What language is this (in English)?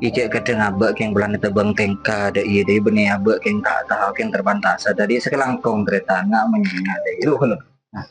Madurese